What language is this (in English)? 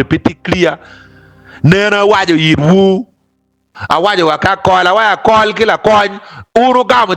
Acoli